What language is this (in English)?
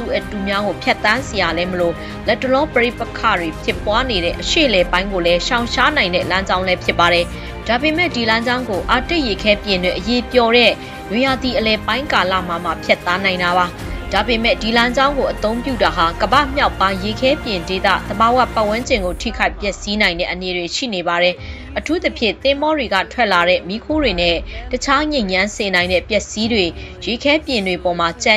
Burmese